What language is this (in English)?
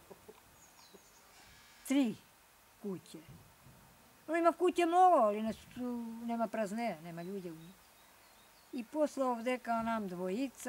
Serbian